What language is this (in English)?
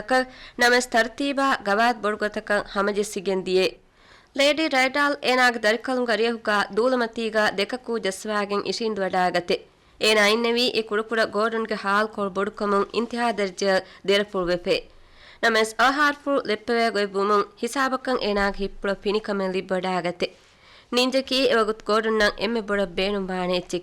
Divehi